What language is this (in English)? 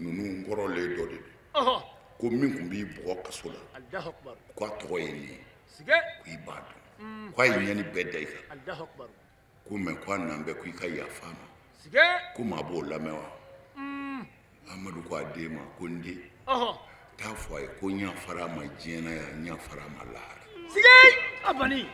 Bambara